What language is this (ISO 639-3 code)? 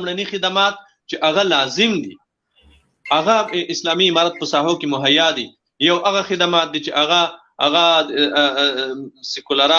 pus